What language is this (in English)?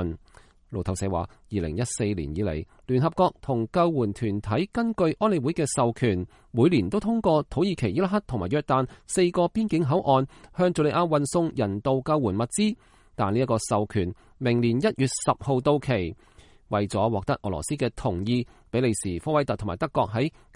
Cantonese